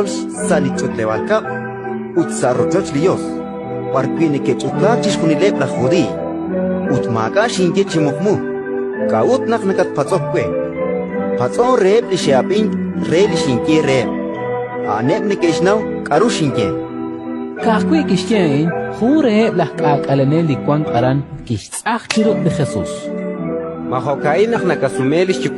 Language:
Kekchí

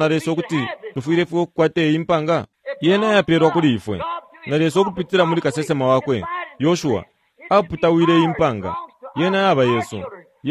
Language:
Bemba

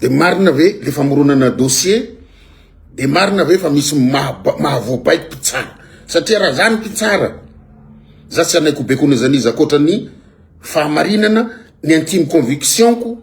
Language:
Malagasy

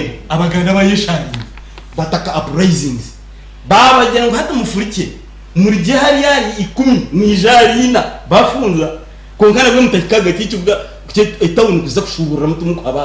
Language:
Nyankole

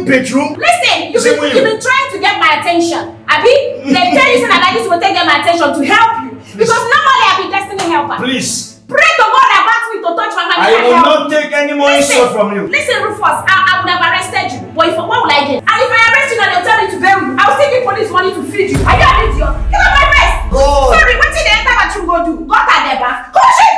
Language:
Nigerian Pidgin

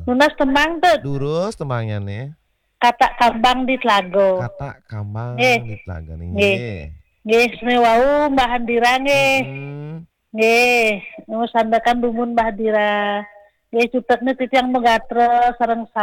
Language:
Balinese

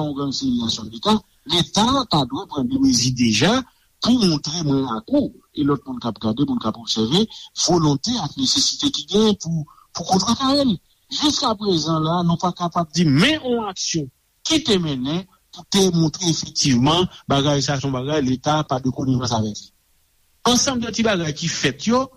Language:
Haitian Creole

